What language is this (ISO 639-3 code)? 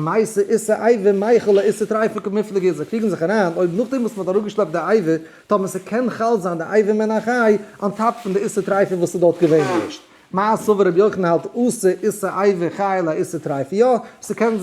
yid